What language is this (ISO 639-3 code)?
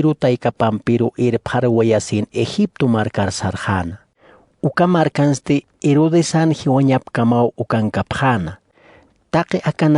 aym